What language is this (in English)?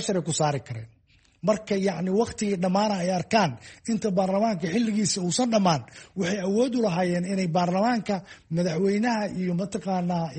Somali